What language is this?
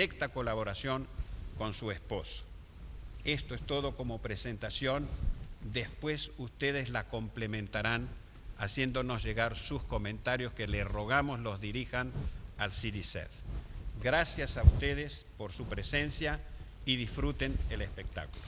Ladino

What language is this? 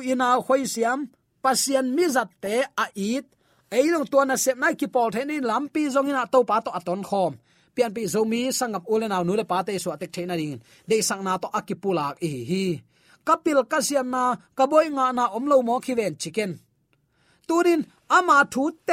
Tedim Chin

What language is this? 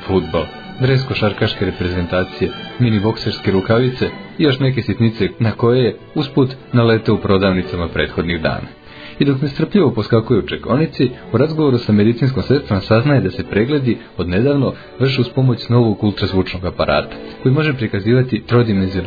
Serbian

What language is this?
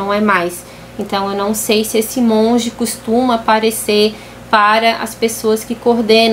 Portuguese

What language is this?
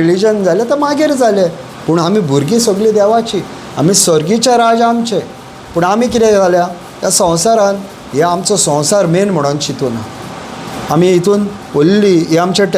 Konkani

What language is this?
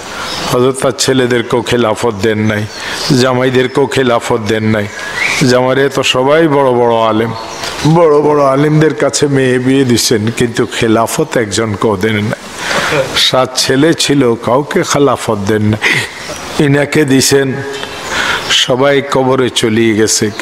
Bangla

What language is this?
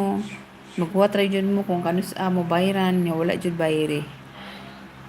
Cebuano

